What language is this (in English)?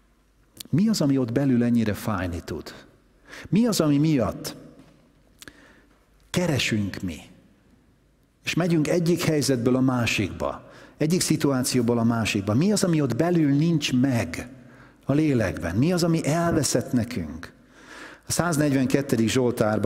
Hungarian